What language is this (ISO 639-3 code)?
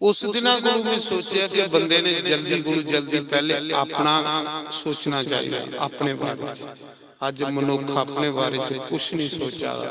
doi